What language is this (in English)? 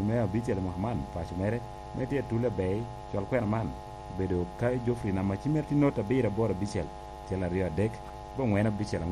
Lango (Uganda)